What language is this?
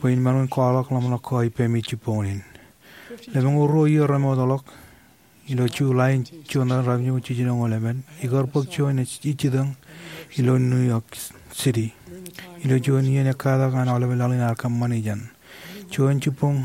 Marshallese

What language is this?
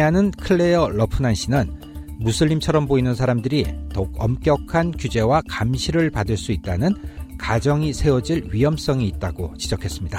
Korean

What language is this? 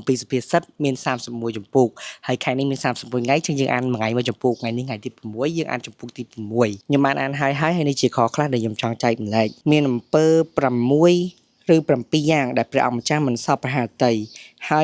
Khmer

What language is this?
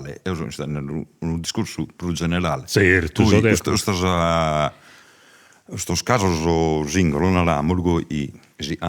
Sardinian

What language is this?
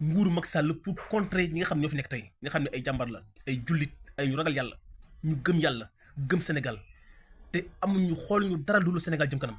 Wolof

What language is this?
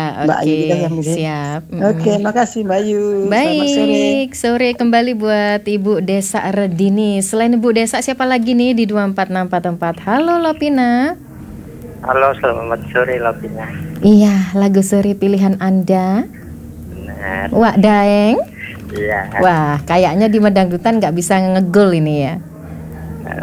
Indonesian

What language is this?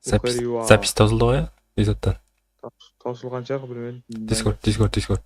Kara-Kalpak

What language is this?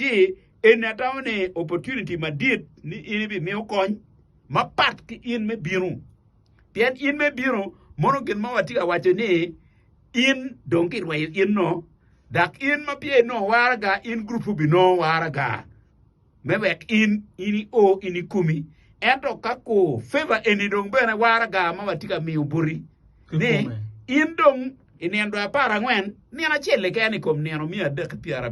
Acoli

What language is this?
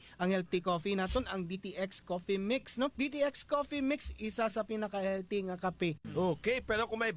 Hiligaynon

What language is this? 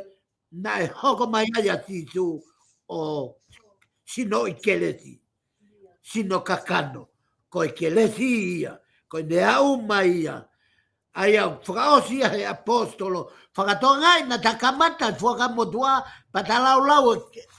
Tongan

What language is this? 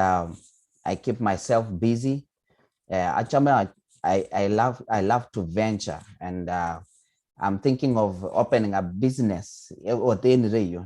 Kalenjin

